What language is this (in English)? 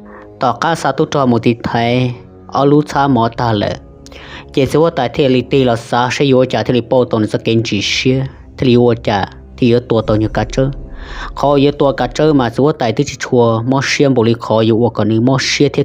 Hmong